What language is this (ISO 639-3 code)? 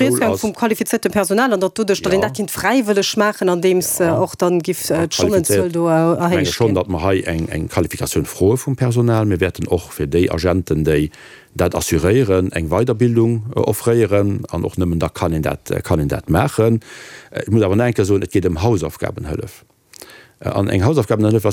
ltz